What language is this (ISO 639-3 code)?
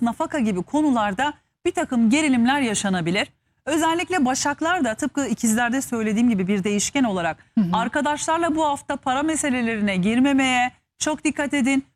tur